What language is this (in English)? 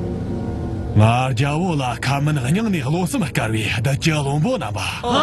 Tibetan